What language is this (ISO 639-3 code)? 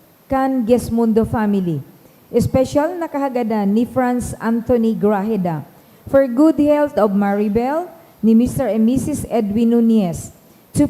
bik